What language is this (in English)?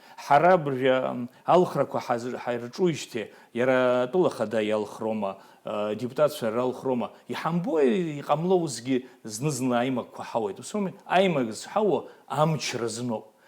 Abkhazian